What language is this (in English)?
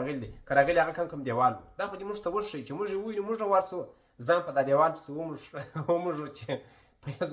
Pashto